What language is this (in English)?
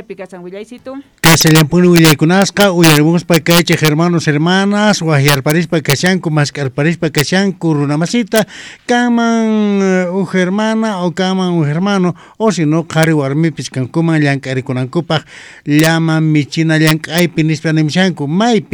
South Bolivian Quechua